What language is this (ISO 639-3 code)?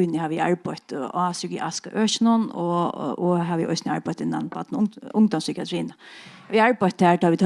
fao